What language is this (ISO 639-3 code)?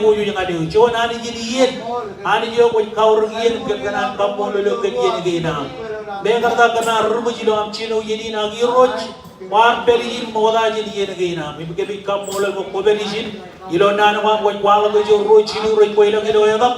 mah